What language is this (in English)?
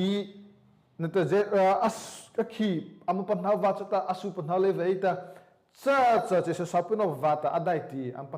Mara Chin